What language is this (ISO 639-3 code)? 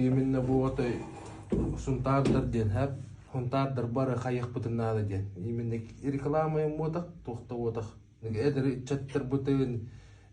sah